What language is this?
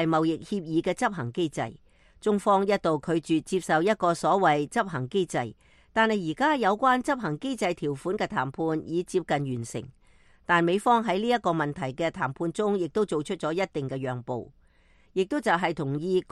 Cantonese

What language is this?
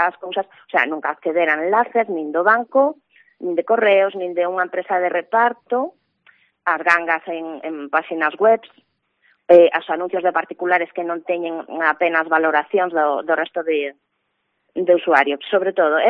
Galician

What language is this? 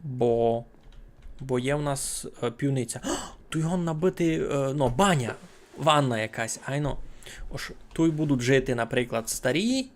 Rusyn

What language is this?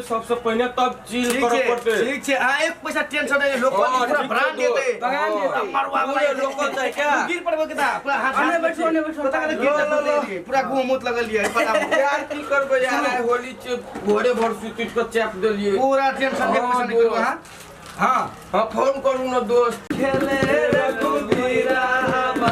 Maithili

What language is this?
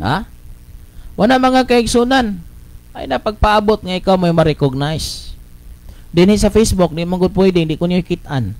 Cebuano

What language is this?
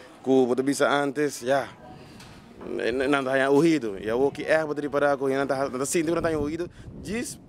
Papiamento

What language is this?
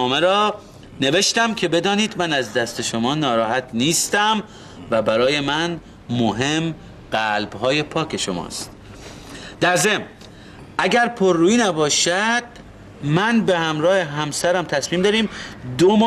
Persian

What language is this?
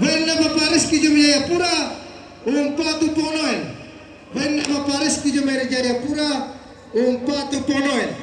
Toraja-Sa'dan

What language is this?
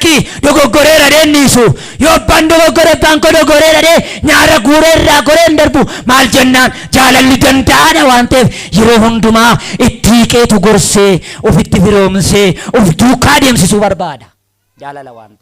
Oromo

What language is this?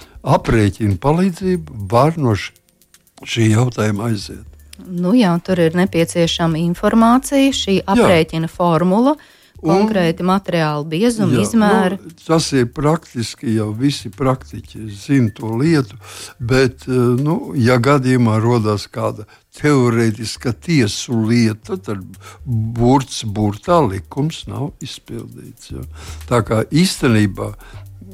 Latvian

